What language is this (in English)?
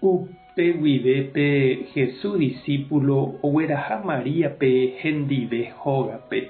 Guarani